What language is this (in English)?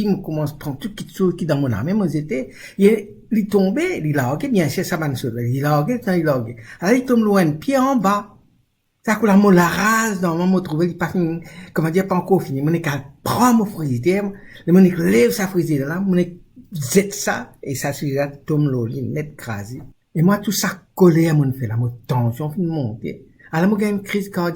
Morisyen